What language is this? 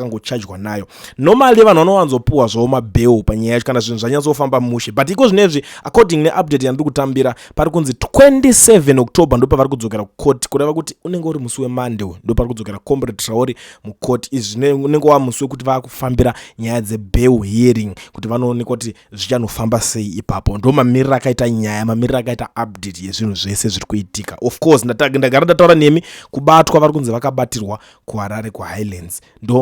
Shona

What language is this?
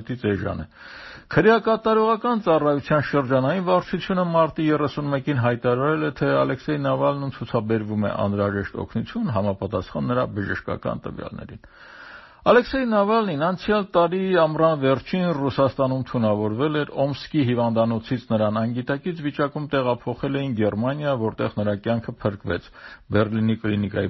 Armenian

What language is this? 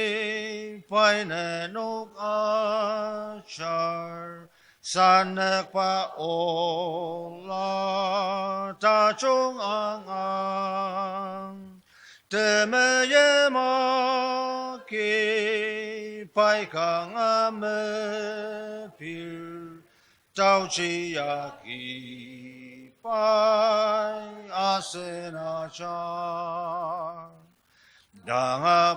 Ao Naga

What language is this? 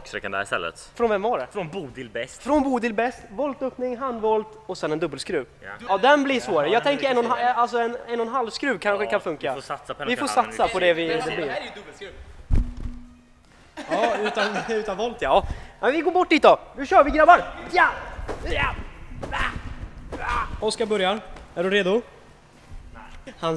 Swedish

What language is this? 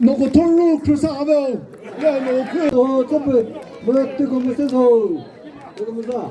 Chokri Naga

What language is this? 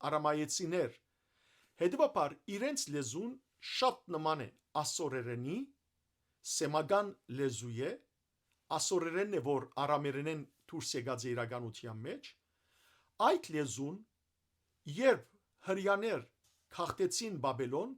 Western Armenian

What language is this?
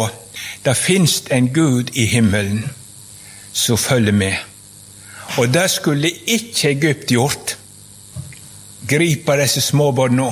Norwegian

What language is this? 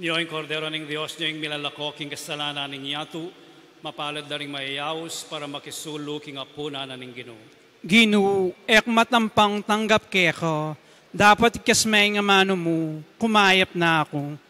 Pampanga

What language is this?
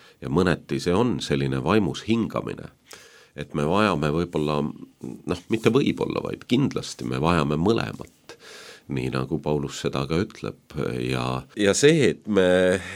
Estonian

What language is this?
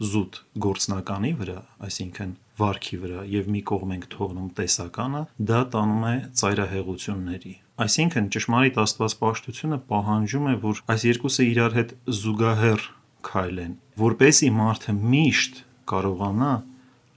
Armenian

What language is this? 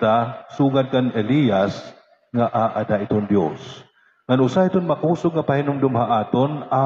Waray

